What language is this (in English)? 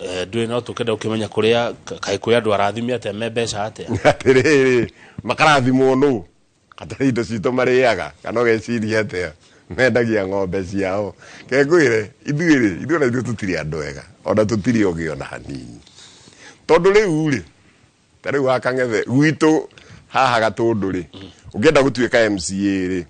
Kikuyu